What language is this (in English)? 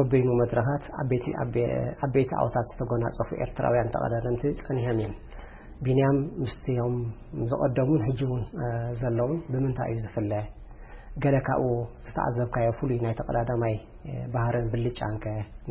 Tigrinya